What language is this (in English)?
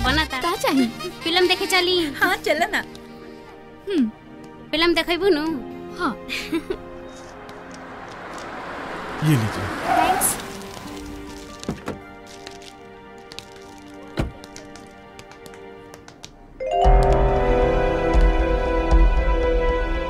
Bhojpuri